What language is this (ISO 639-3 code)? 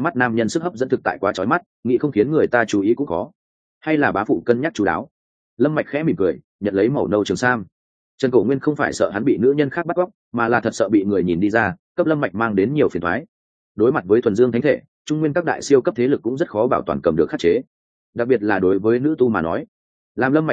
vie